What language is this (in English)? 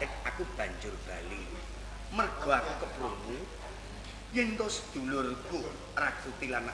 Javanese